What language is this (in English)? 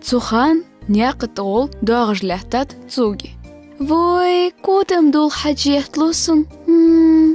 Ingush